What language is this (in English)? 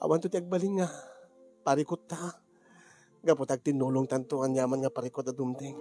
Iloko